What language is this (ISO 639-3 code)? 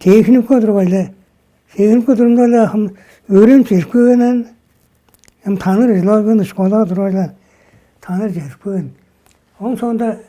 tyv